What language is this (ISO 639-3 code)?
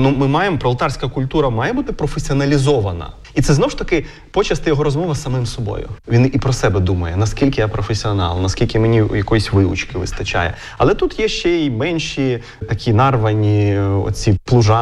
ukr